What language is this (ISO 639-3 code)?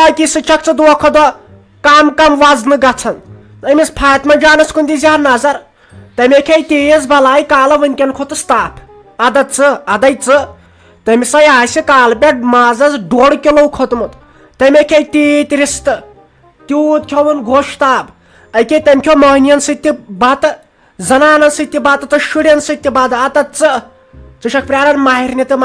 kas